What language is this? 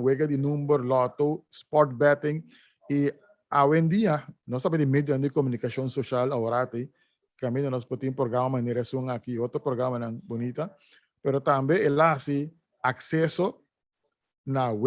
Papiamento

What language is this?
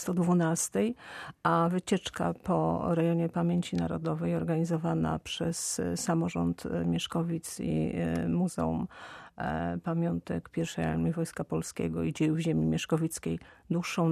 Polish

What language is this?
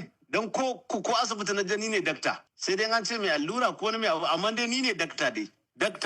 Hausa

